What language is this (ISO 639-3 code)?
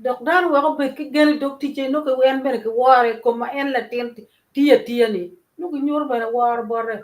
ach